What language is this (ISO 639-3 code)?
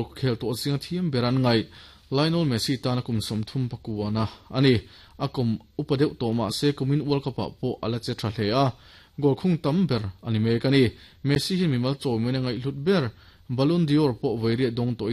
lus